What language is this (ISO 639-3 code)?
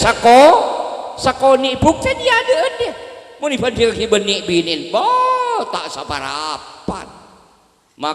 mad